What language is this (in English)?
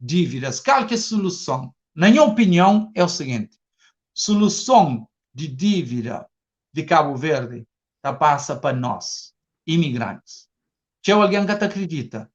Kabuverdianu